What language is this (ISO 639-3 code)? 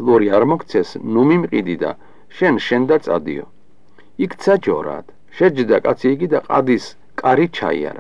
kat